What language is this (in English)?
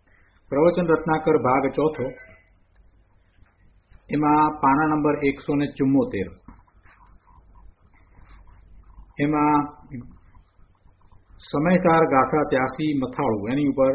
Gujarati